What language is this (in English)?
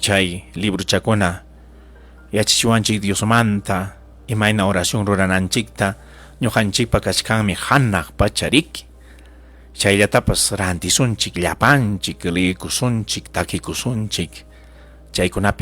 Ayacucho Quechua